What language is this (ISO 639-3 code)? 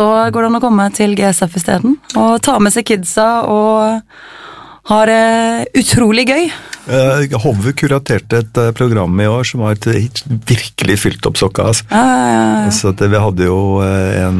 nor